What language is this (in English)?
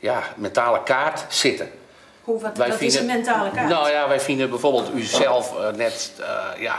Western Frisian